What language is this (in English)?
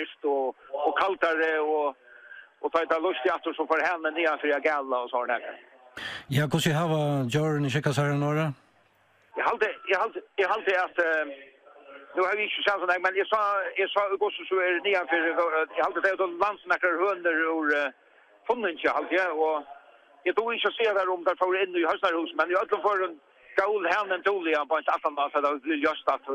Faroese